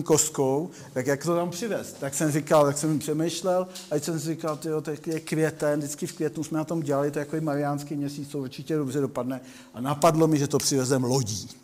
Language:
Czech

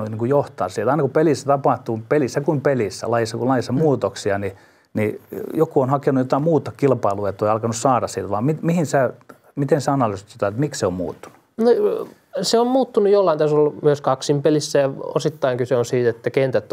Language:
Finnish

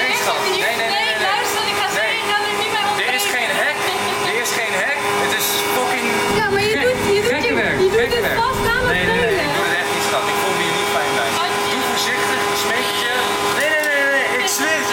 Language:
Dutch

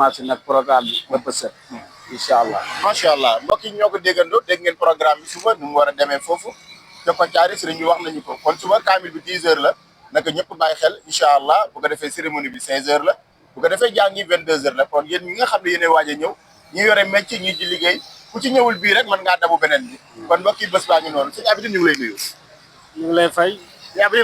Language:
Wolof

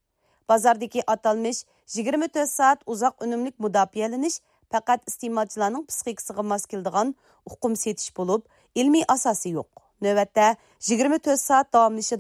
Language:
Uyghur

